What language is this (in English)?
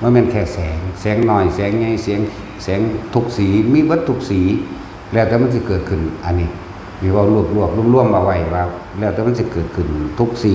Northeastern Thai